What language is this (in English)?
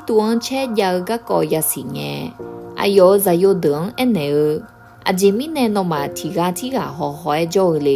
Akha